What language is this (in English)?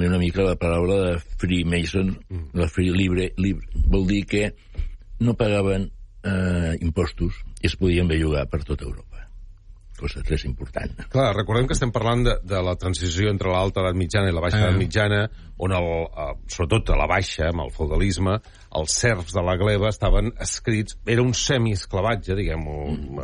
Catalan